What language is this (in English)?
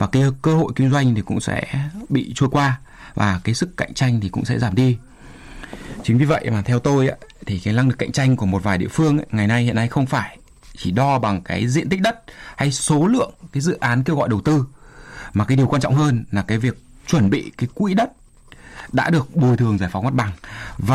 Vietnamese